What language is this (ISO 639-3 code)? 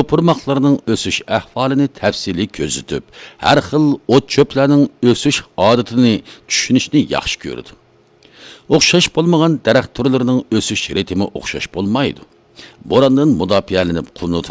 uig